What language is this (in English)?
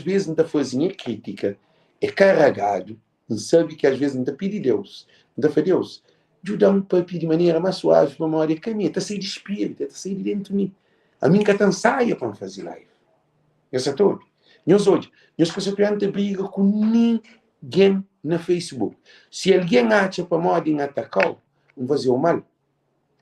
Kabuverdianu